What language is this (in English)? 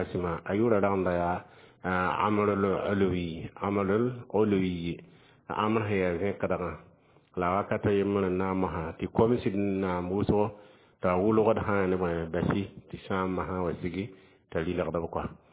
Mossi